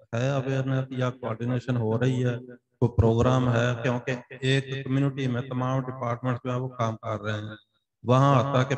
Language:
Urdu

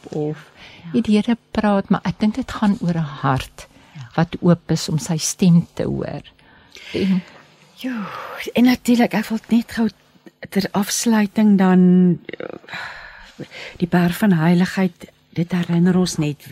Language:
Afrikaans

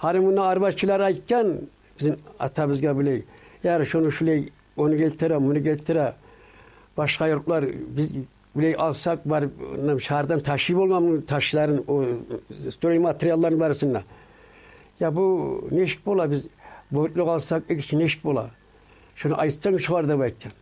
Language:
Kumyk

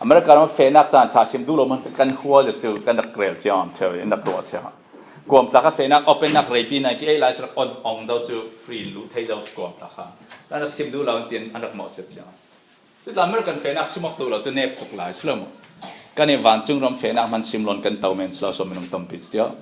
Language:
Falam Chin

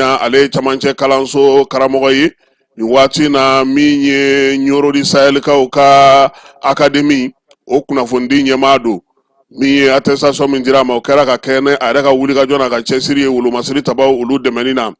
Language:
Bambara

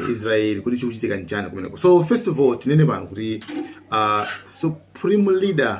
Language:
Nyanja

